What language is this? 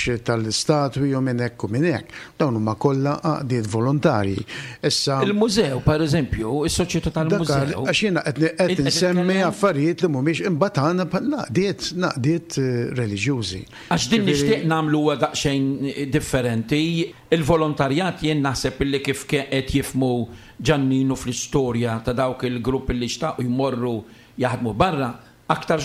Maltese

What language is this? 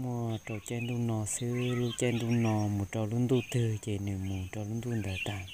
Hmong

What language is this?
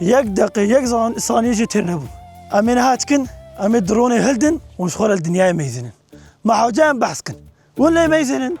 Kurdish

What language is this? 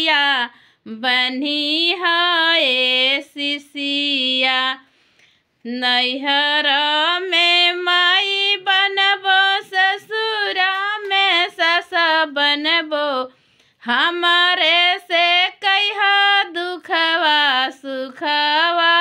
Bhojpuri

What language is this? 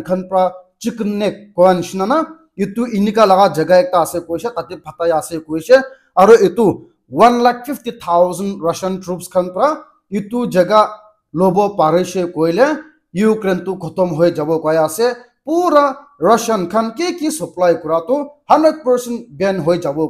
Naga Pidgin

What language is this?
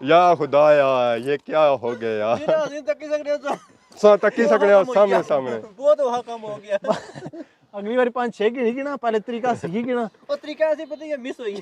Pahari-Potwari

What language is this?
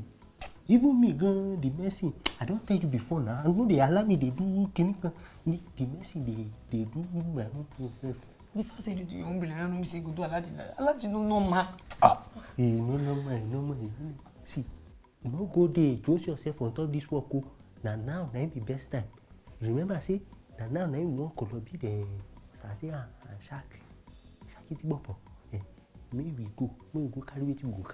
Nigerian Pidgin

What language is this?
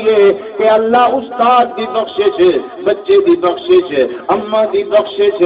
Saraiki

